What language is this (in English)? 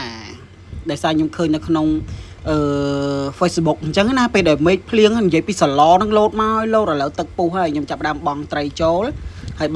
Khmer